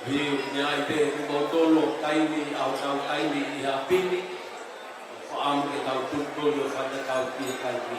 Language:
Tongan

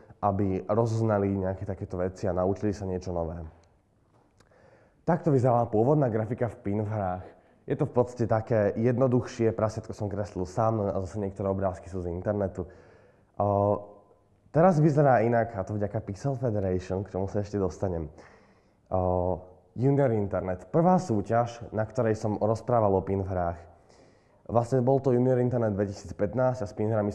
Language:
Slovak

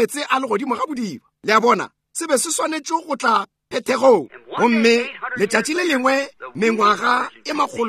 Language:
Northern Sotho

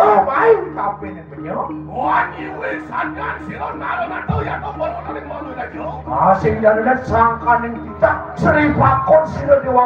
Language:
Balinese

